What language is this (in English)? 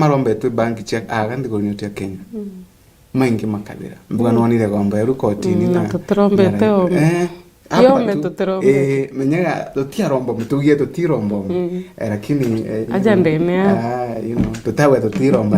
Meru